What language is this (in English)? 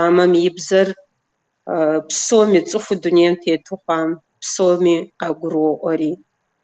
Kabardian